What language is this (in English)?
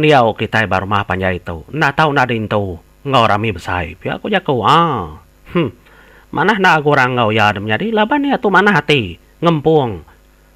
Iban